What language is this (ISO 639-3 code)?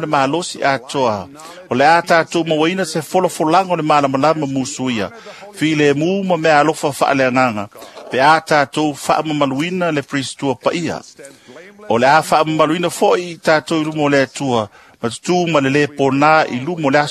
smo